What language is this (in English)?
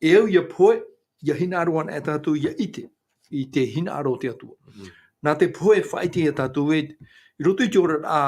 Tahitian